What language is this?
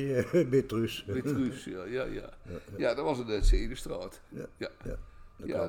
Dutch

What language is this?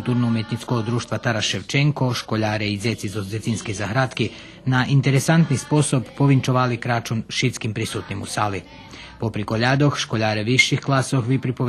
Rusyn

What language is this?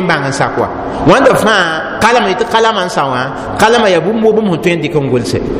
Mossi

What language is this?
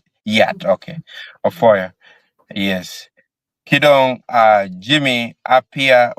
Acoli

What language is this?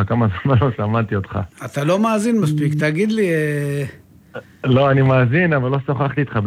Hebrew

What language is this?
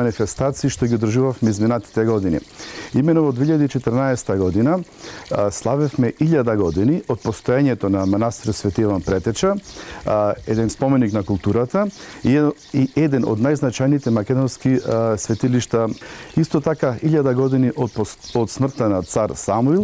Macedonian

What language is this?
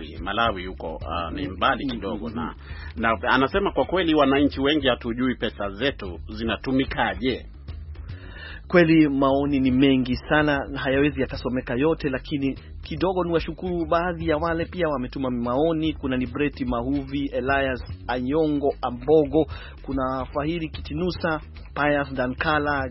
Swahili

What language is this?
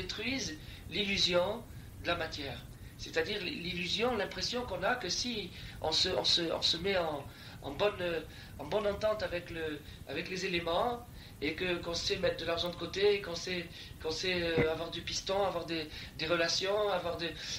French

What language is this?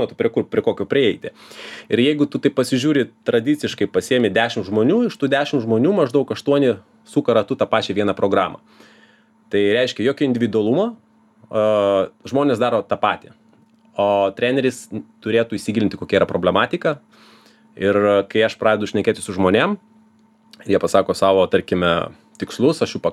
Lithuanian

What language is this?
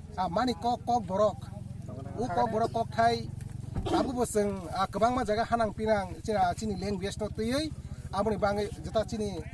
Kok Borok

